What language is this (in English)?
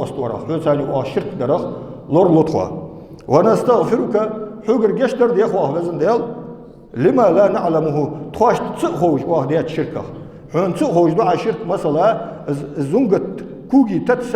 Ingush